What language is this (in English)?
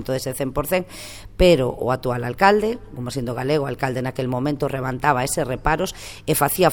Galician